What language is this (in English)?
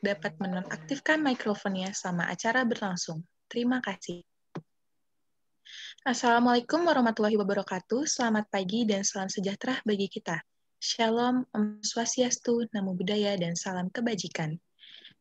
Indonesian